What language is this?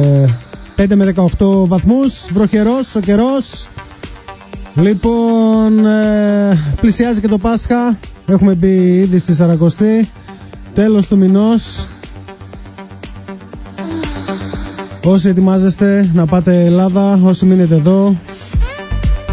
Greek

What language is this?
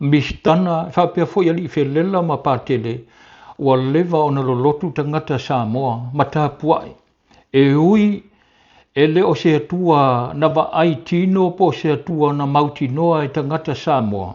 Samoan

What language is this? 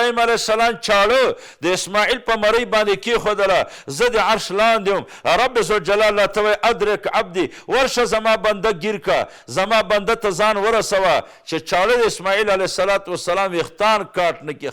Pashto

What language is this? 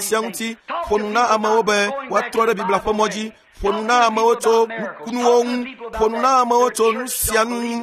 Ewe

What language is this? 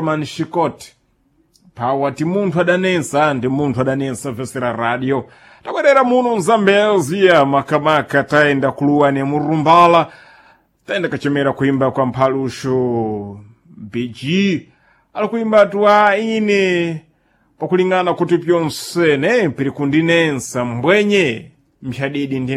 Sena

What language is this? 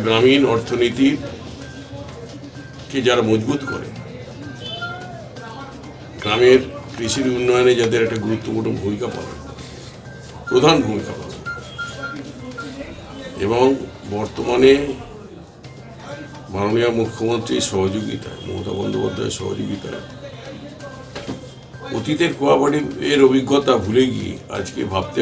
Bangla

